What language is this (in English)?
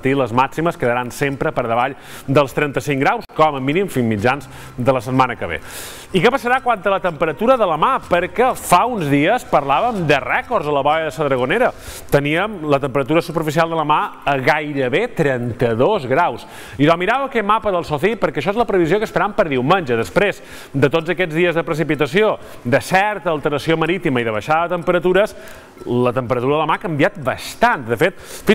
Catalan